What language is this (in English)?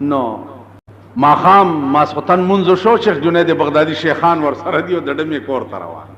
Pashto